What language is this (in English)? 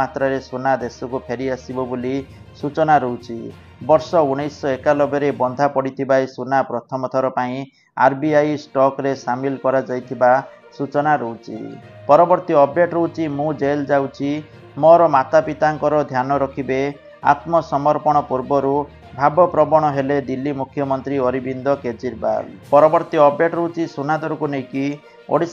Odia